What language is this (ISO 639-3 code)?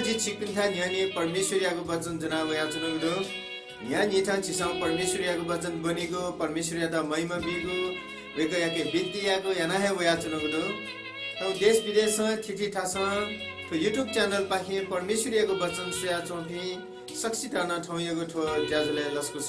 new